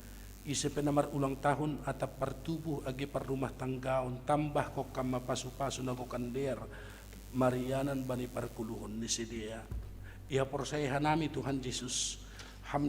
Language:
Batak Simalungun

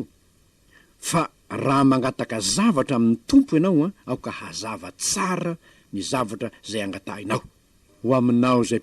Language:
Malagasy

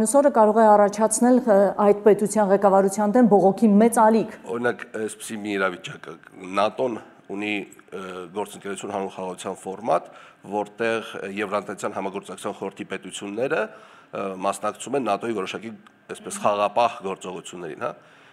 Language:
Armenian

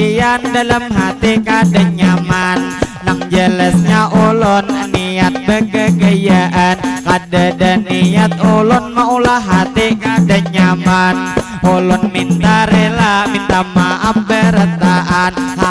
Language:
Banjar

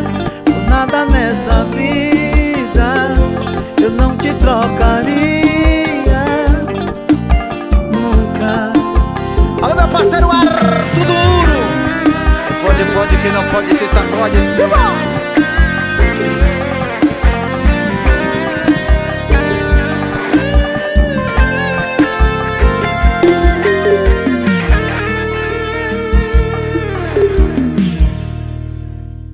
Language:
Portuguese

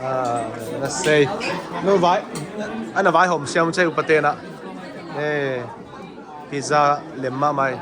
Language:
Tedim Chin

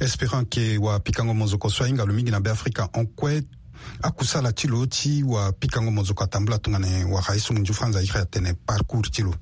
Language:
Sango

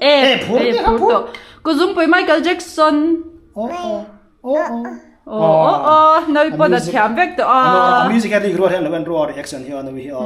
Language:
Mizo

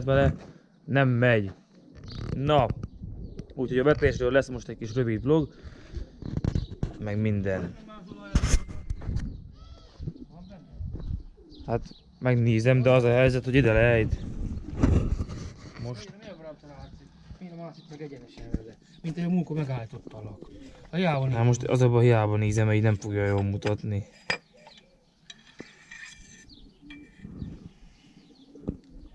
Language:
Hungarian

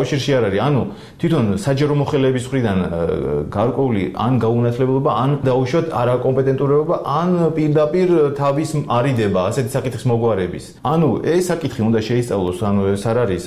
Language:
Georgian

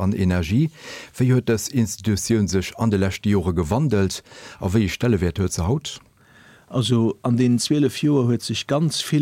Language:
Luxembourgish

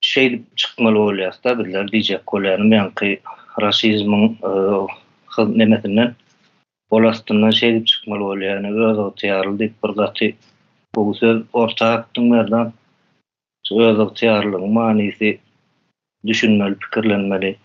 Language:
Turkmen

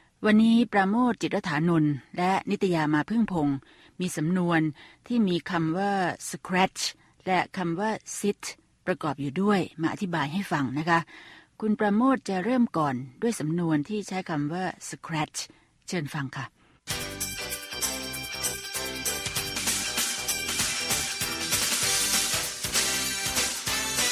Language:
Thai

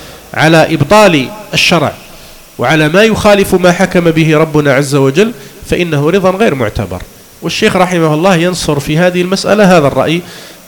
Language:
Arabic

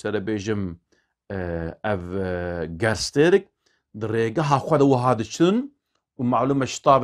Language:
Kurdish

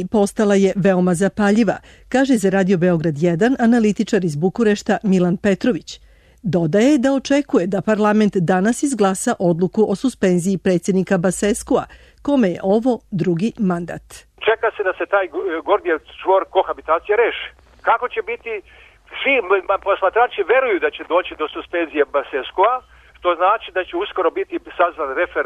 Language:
Serbian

